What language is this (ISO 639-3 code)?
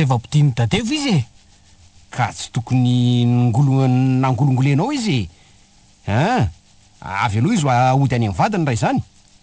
mlg